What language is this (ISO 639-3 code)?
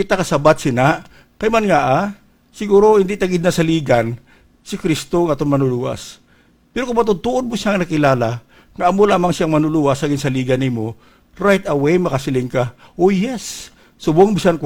hil